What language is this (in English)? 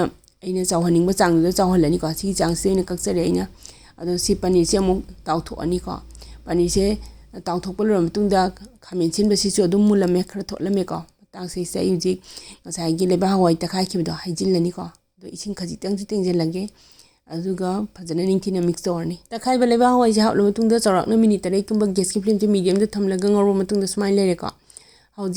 Manipuri